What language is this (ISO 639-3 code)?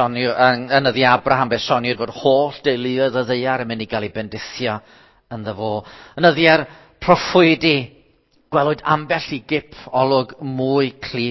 cym